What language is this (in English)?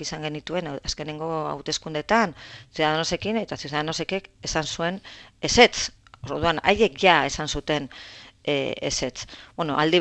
Basque